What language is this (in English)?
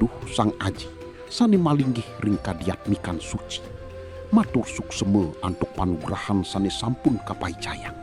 Balinese